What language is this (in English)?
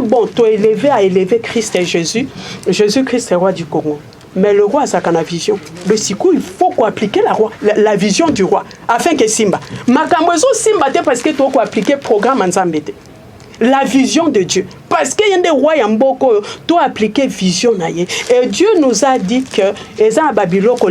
Lingala